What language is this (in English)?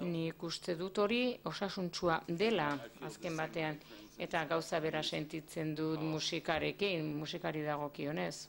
Basque